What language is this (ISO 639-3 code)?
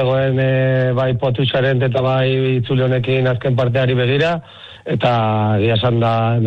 eus